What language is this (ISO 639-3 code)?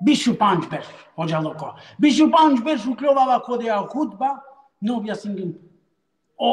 rmn